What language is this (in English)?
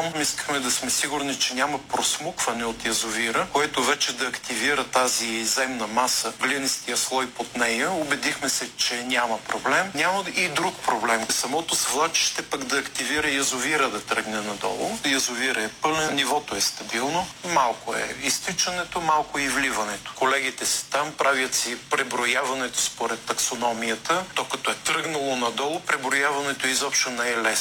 Bulgarian